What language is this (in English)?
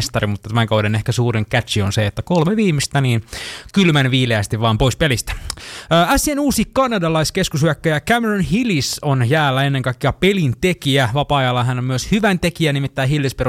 Finnish